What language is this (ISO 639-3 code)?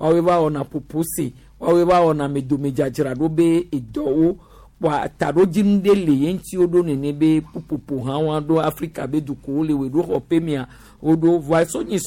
gej